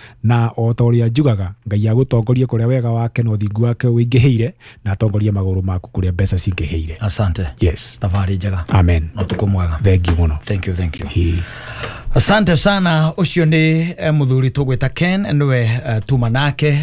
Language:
Kikuyu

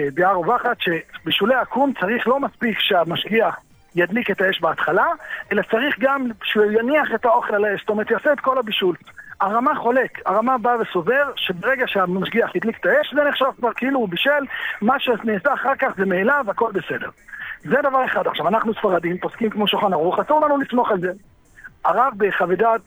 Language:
Hebrew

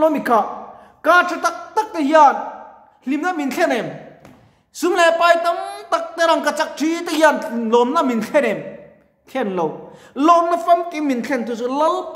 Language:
Mizo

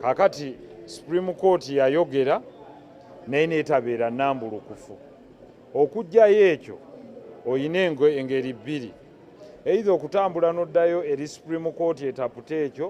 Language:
Ganda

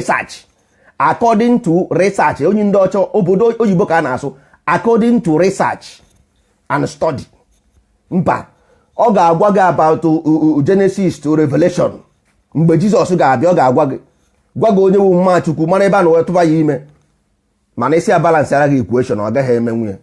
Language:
Igbo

